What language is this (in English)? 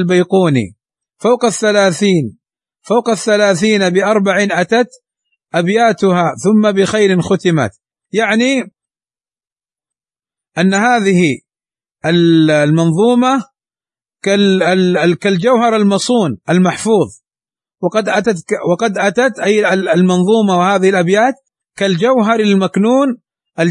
Arabic